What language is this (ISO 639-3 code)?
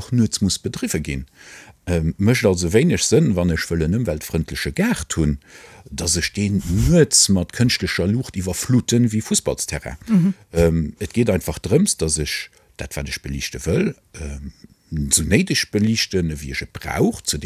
ltz